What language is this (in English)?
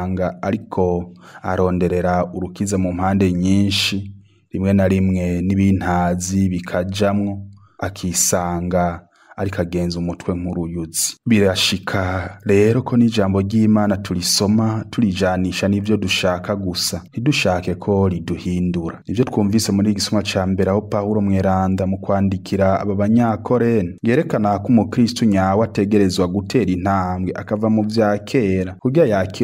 Rundi